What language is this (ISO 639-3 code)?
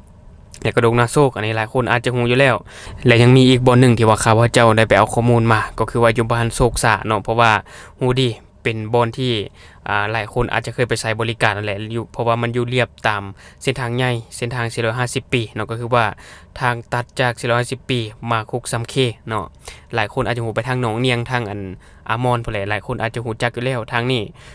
lao